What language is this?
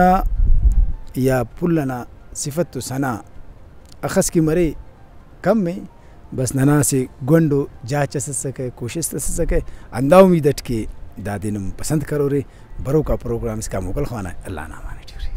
Brahui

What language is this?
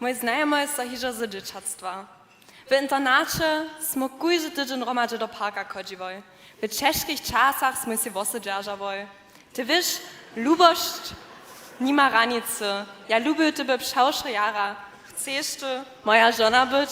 Upper Sorbian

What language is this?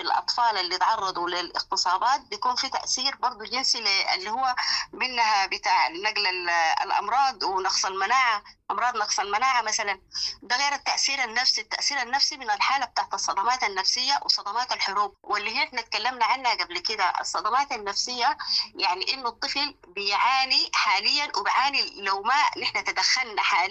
Sudanese Arabic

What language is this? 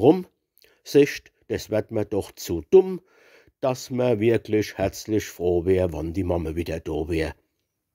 Palatine German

